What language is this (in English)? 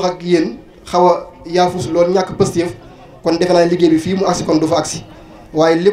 Wolof